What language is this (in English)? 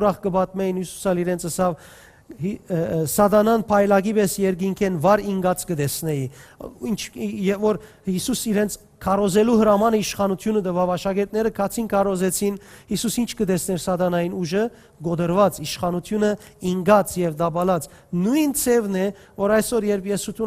Western Armenian